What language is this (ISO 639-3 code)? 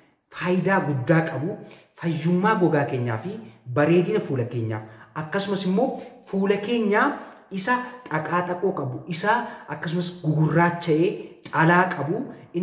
orm